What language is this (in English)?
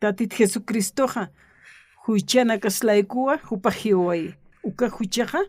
Aymara